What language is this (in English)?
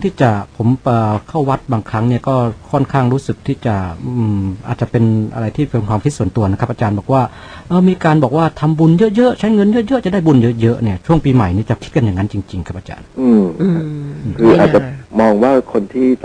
Thai